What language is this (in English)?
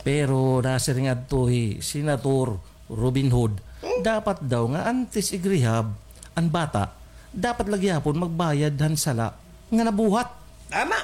Waray